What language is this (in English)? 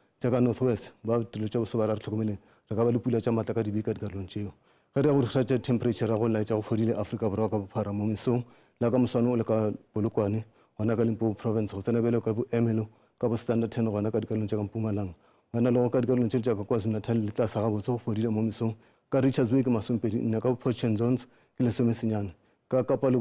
Northern Sotho